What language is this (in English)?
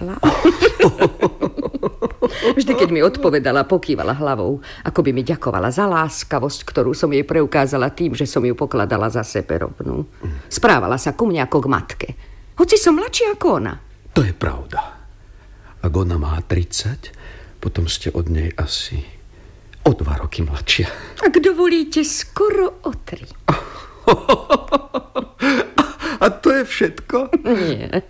Slovak